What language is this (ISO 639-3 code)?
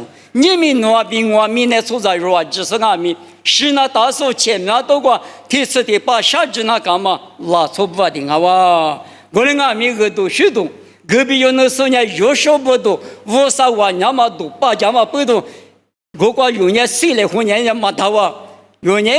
lis